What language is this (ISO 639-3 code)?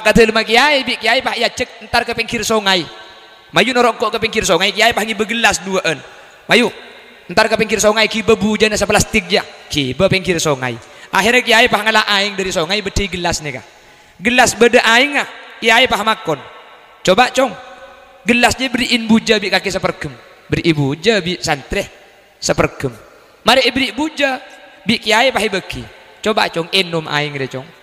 mad